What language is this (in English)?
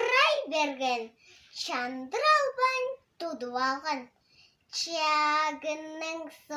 Tuvinian